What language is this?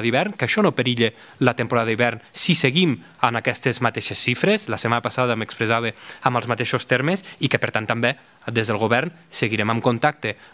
Catalan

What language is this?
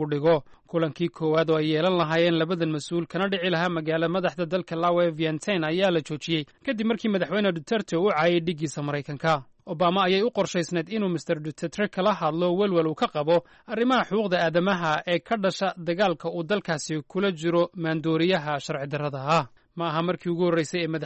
Somali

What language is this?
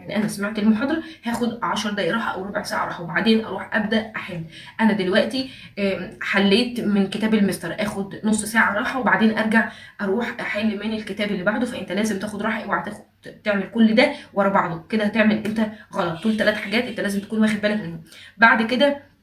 Egyptian Arabic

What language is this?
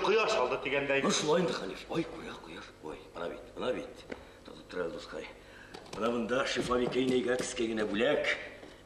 Bashkir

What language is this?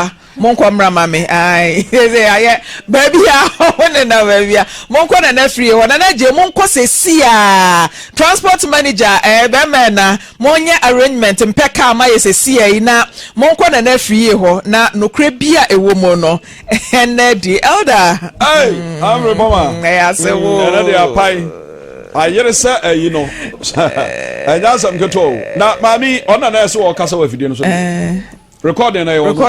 Akan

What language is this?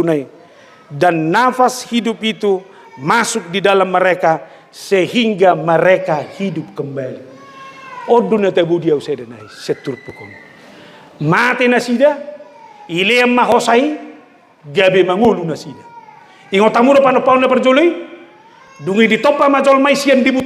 Batak Toba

